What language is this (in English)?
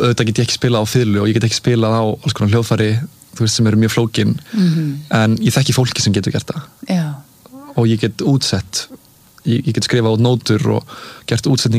Icelandic